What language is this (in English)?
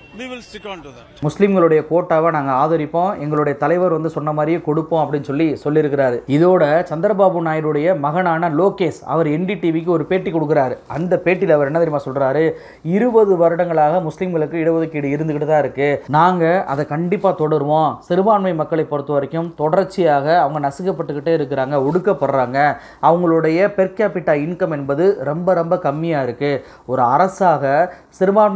Tamil